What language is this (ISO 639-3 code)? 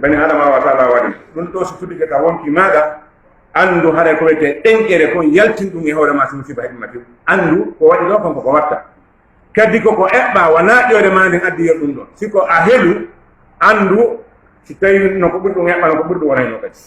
ful